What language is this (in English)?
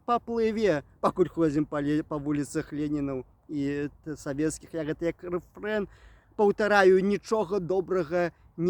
Belarusian